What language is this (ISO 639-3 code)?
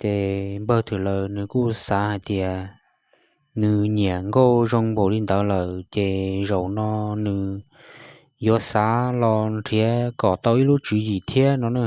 hmn